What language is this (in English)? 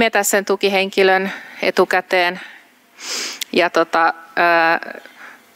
Finnish